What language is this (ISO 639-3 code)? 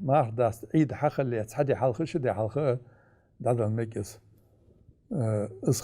inh